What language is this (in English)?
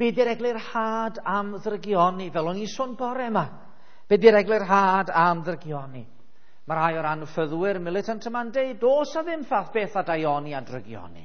Welsh